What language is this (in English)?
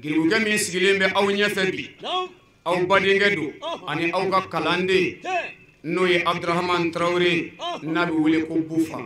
Bambara